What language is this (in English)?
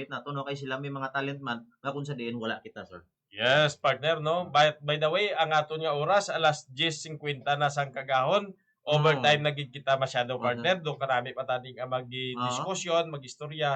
Hiligaynon